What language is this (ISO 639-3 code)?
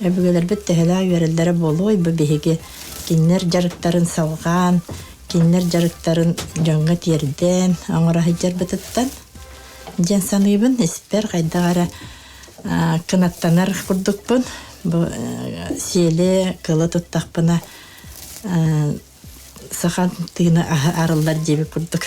sah